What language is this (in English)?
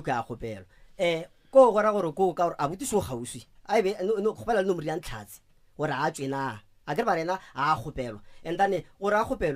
Northern Sotho